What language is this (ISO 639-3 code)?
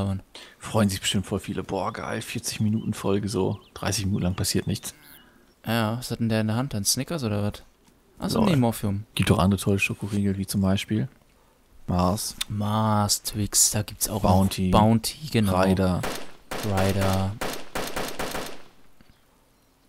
deu